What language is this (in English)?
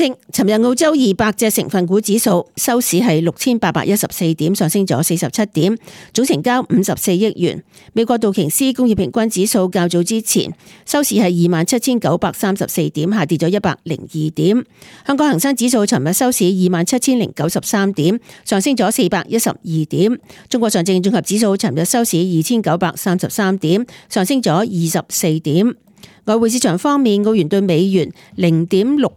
Cantonese